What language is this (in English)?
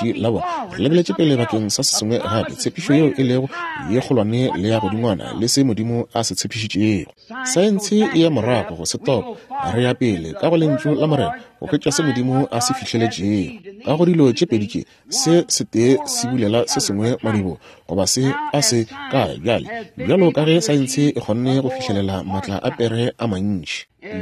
Northern Sotho